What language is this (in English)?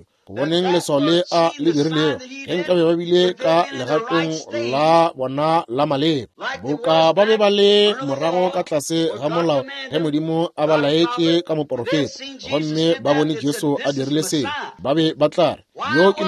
Northern Sotho